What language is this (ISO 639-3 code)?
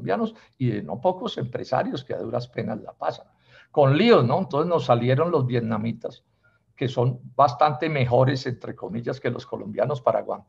spa